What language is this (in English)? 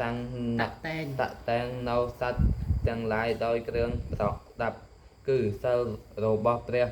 Khmer